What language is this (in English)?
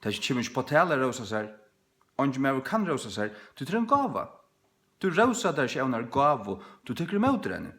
Faroese